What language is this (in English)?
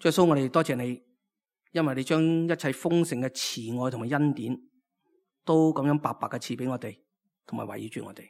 Cantonese